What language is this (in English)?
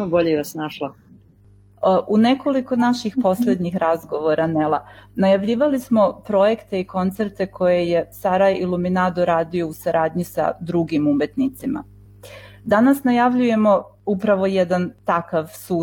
Serbian